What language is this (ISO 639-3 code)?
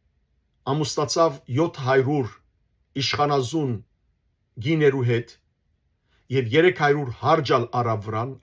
hyw